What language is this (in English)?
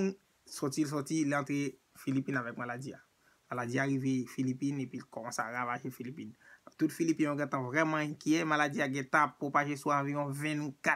Haitian Creole